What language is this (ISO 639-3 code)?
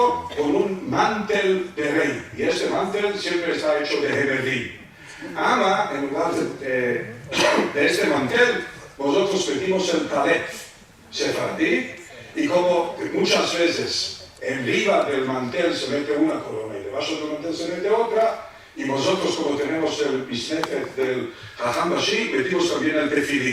lad